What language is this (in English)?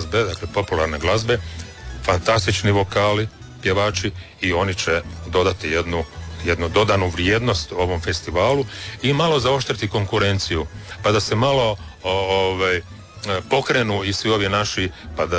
Croatian